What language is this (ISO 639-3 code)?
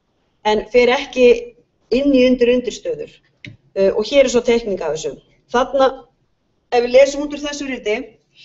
isl